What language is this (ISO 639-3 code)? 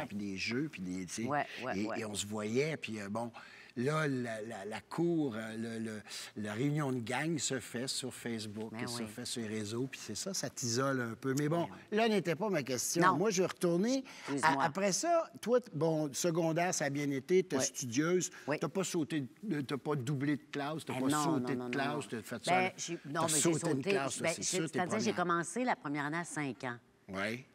fra